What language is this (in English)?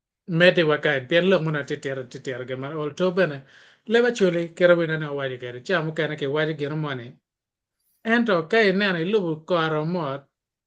Acoli